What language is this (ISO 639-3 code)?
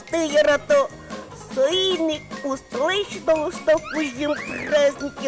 udm